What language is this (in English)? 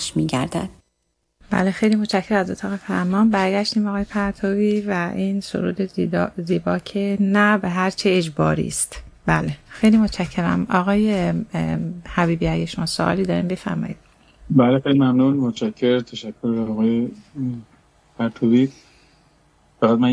Persian